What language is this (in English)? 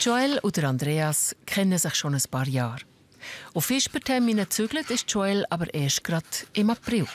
Swiss German